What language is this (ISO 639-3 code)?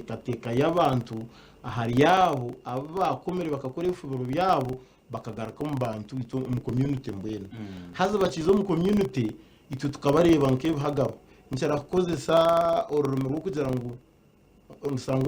nyn